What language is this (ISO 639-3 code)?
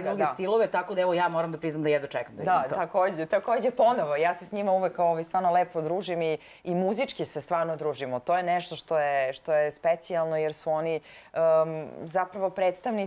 srp